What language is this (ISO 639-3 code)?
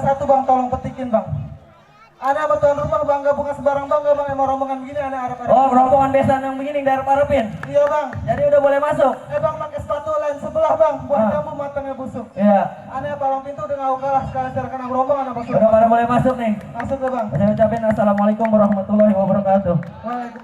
bew